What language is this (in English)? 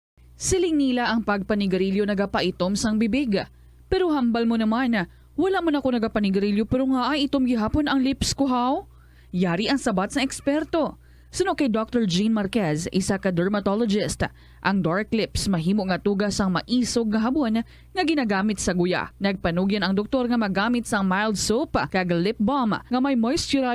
Hiligaynon